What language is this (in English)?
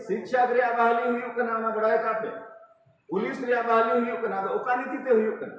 Santali